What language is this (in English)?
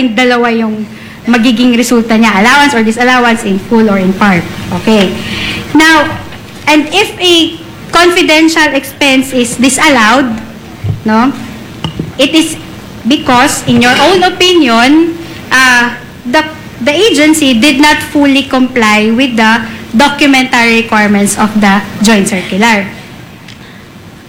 Filipino